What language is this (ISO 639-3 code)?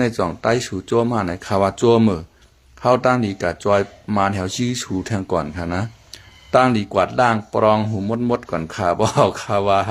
shn